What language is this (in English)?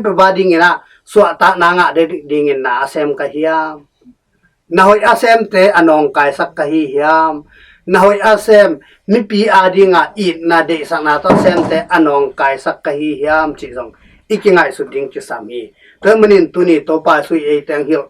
Tedim Chin